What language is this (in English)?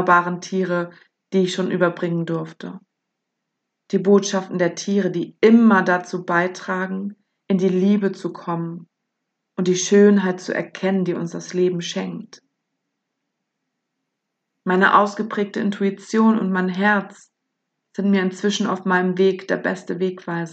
German